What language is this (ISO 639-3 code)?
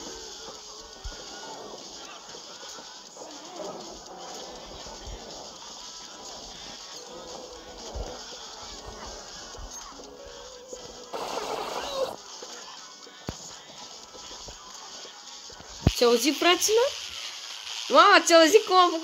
ron